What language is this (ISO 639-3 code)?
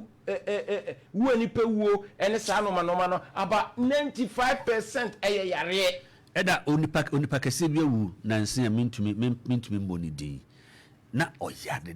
aka